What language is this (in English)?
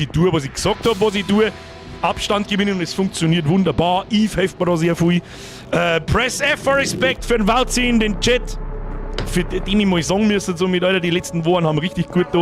Bavarian